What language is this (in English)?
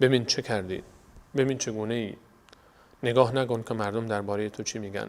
Persian